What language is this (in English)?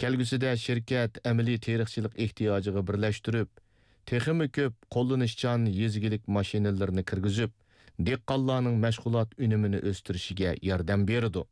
Uyghur